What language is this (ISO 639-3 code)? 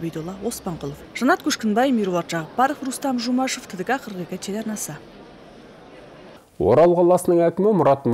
kaz